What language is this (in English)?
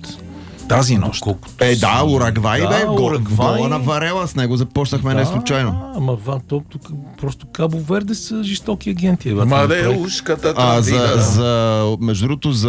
Bulgarian